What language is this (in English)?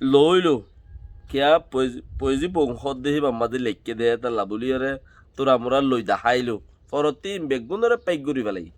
Rohingya